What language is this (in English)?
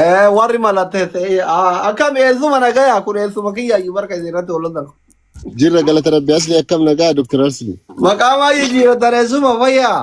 Oromo